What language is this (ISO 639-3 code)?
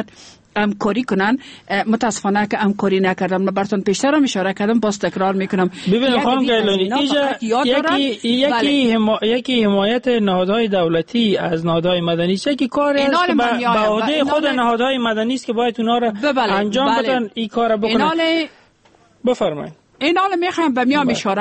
fas